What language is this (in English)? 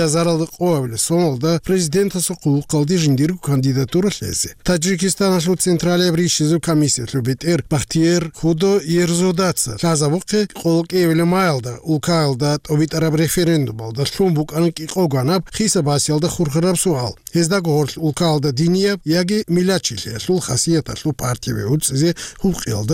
Avaric